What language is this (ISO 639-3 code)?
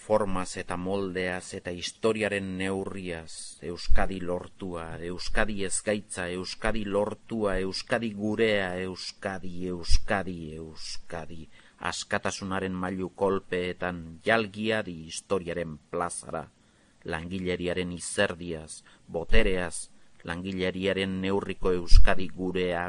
eus